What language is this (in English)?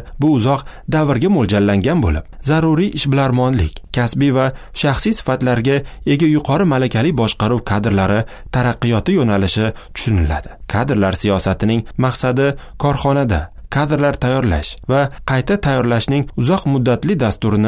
Uzbek